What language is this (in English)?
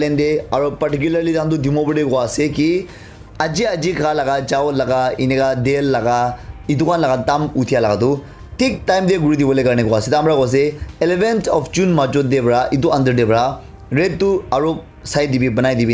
Naga Pidgin